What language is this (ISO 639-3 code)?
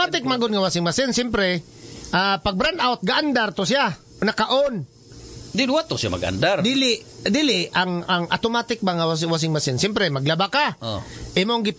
ceb